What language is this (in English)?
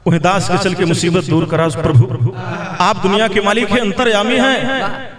Bhojpuri